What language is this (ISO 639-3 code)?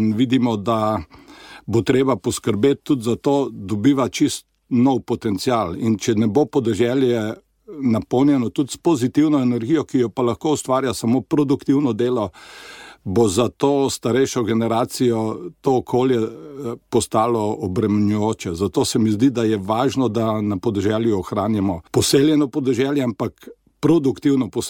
slv